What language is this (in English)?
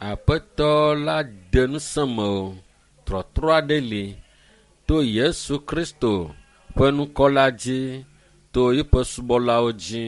Ewe